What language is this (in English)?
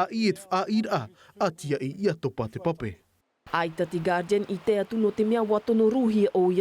Tahitian